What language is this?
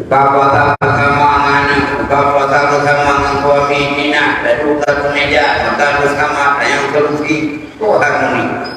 Achinese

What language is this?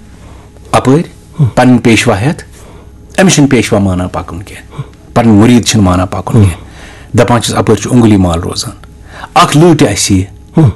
Kashmiri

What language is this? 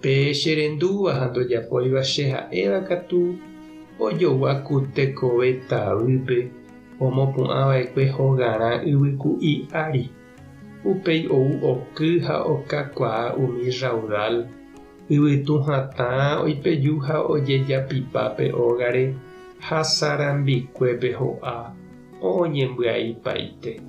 Guarani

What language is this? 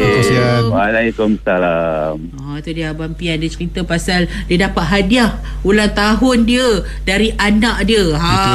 Malay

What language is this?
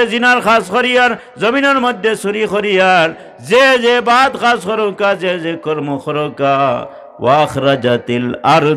Sylheti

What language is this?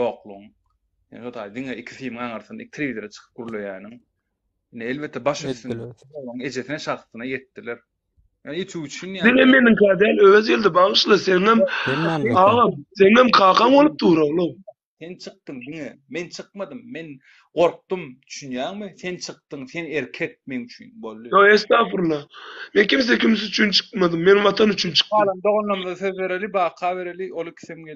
Turkmen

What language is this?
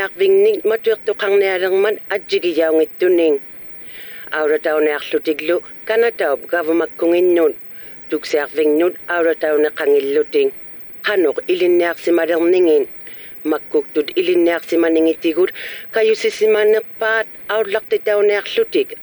Inuktitut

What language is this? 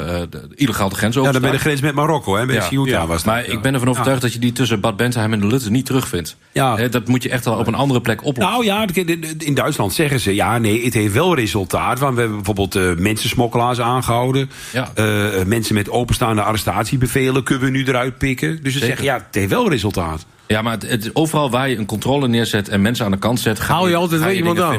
Dutch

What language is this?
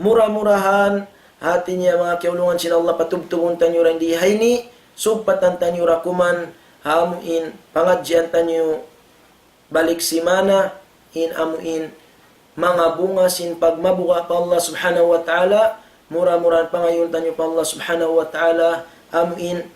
Tausug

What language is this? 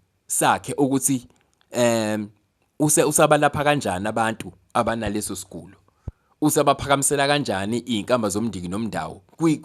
Zulu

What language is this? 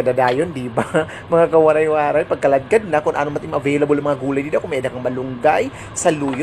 Waray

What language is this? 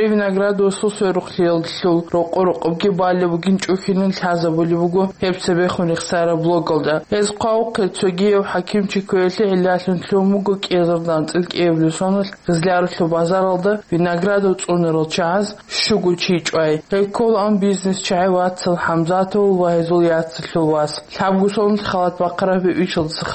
Avaric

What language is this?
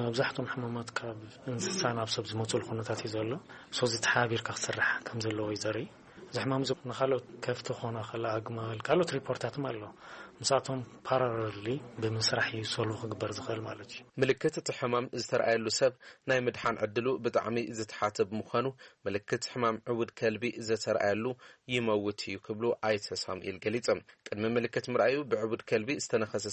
Tigrinya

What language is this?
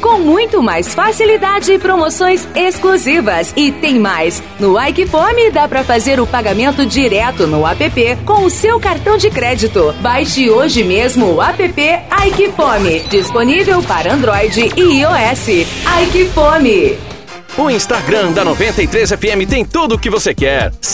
Portuguese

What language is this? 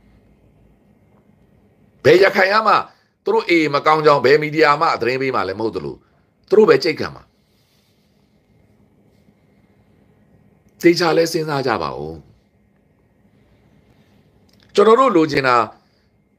Burmese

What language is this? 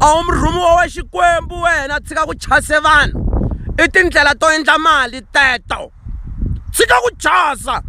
Tsonga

